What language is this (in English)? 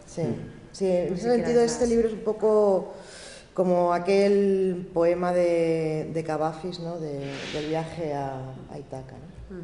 Spanish